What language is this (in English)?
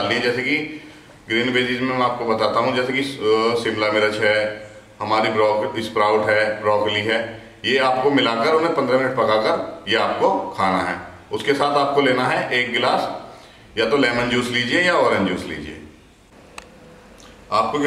Hindi